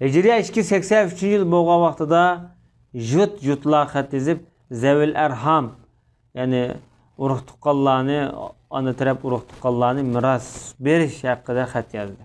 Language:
Uyghur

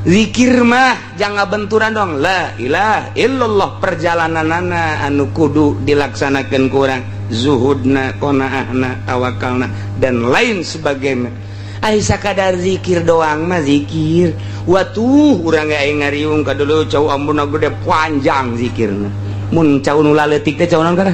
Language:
Sundanese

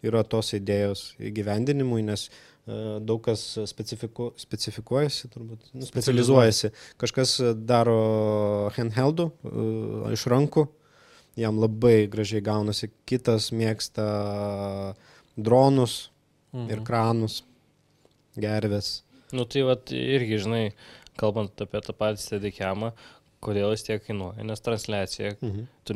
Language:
Lithuanian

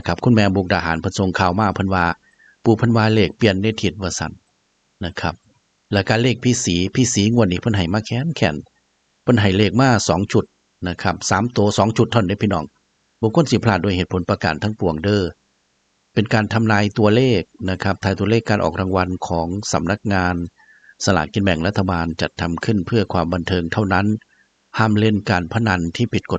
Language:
Northeastern Thai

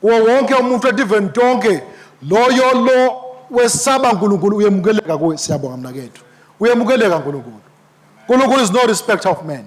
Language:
Swati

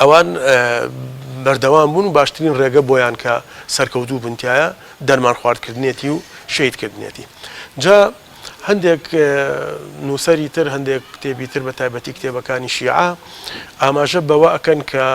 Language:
Central Kurdish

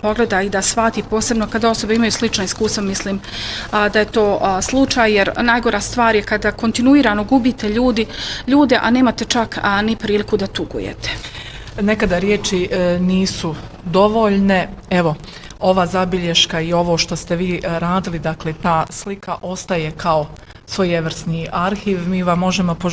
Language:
Bosnian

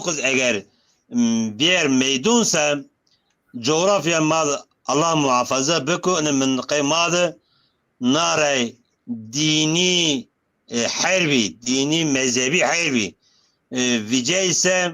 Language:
Zaza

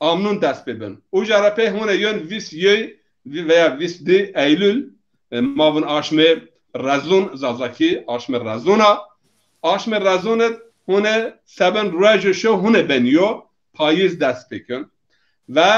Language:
Zaza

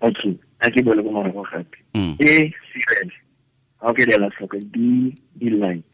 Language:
Tswana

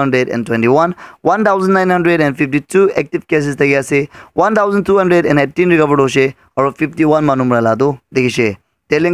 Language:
Naga Pidgin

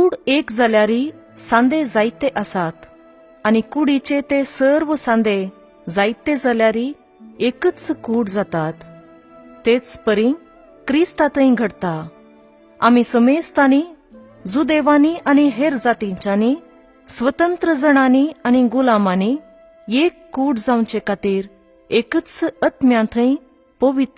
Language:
Konkani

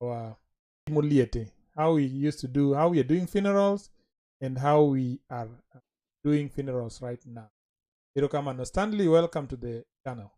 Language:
Luo (Kenya and Tanzania)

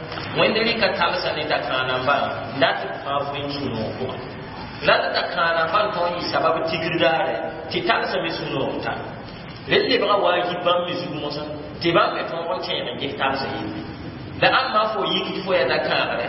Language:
Mossi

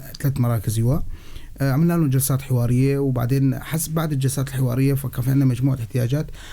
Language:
North Levantine Arabic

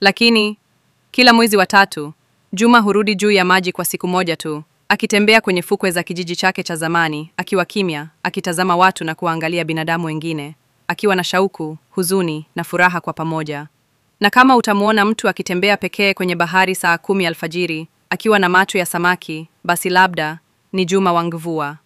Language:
Swahili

